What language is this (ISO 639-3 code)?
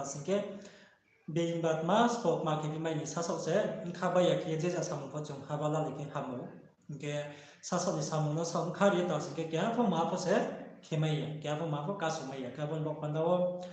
ria